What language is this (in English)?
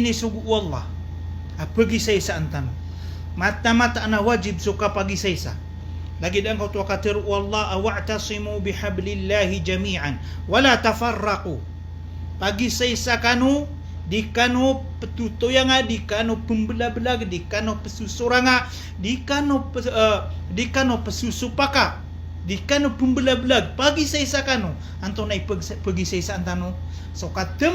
Maranao